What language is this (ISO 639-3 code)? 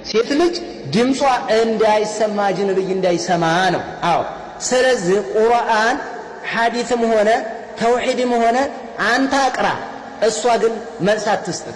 amh